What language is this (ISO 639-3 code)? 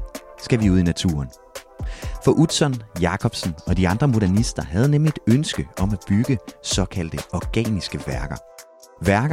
dan